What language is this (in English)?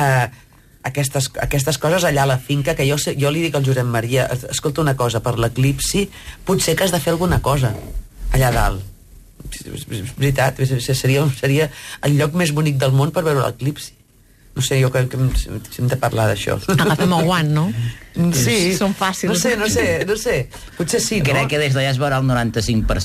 Catalan